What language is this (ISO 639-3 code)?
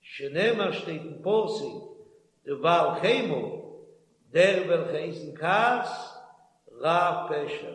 yid